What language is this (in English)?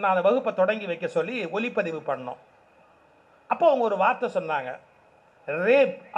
Tamil